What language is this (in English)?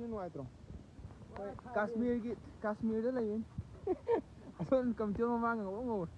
Manipuri